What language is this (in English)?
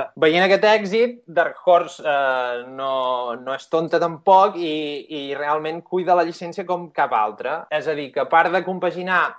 Catalan